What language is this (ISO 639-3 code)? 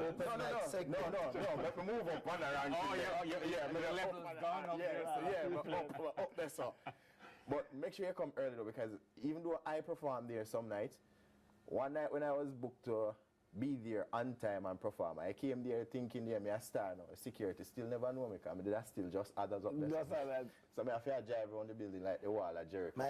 jam